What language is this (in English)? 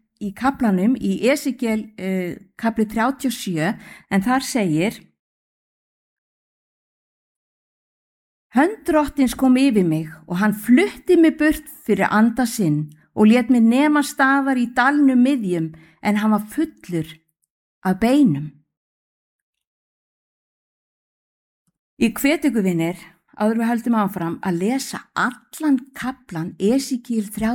Icelandic